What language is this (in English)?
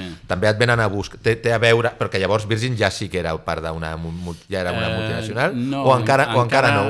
Catalan